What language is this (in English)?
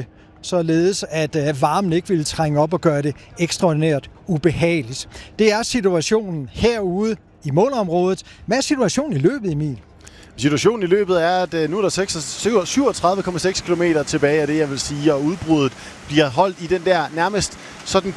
Danish